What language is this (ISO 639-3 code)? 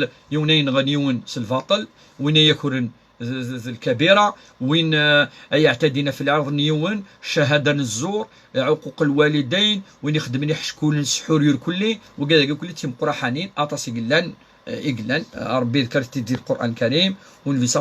kab